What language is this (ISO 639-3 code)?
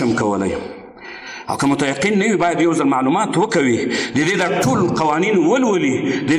pus